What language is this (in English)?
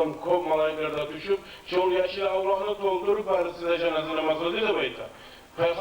Kumyk